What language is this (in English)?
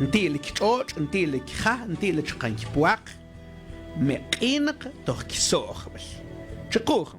Mam